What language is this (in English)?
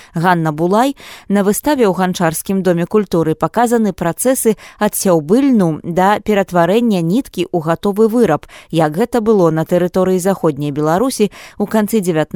Belarusian